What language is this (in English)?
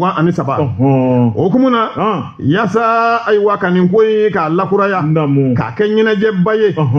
Bambara